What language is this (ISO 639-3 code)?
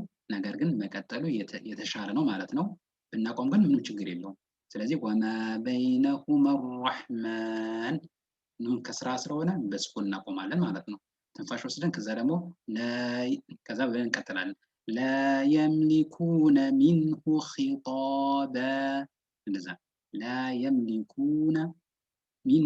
amh